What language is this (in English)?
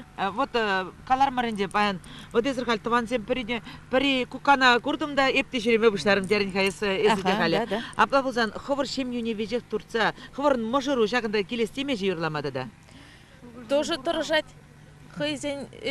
Chuvash